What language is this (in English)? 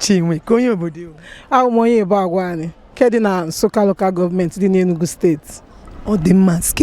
Igbo